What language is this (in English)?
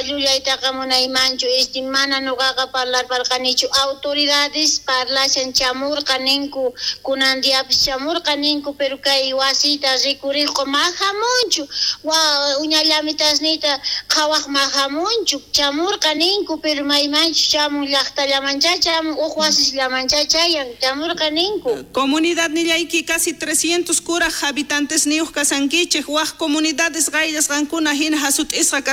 South Bolivian Quechua